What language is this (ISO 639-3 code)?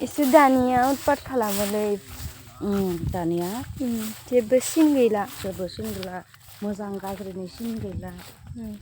brx